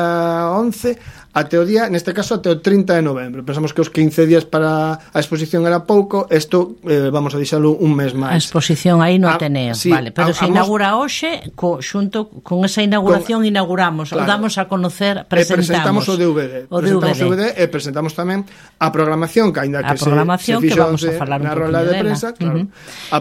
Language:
Galician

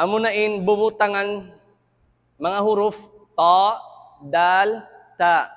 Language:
Tausug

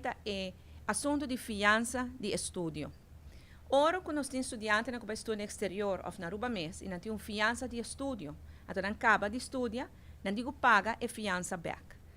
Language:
Papiamento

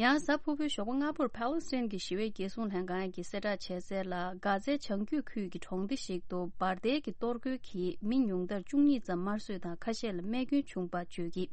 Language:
Tibetan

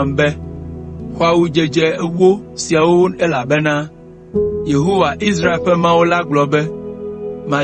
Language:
Ewe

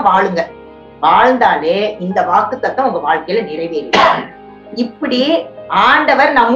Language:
Tamil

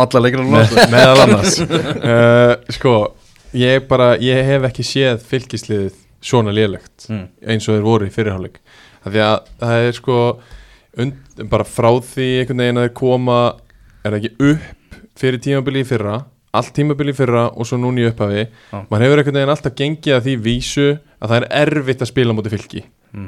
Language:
Icelandic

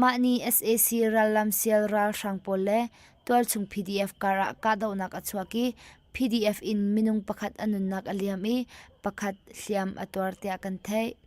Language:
Hakha Chin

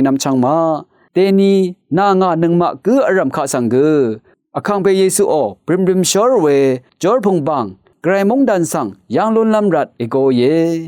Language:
Rawang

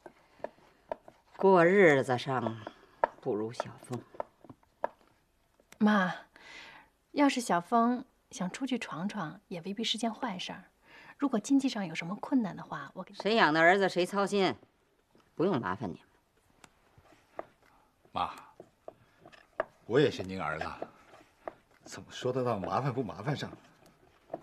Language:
Chinese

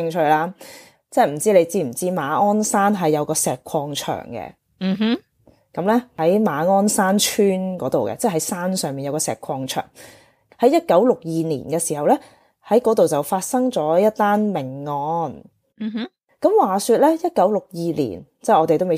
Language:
Cantonese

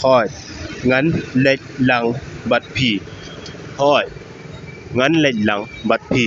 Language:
Khasi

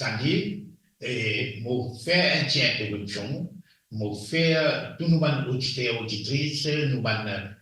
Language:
Morisyen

